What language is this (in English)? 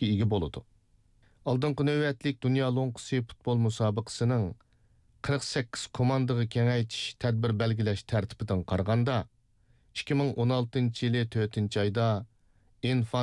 Uyghur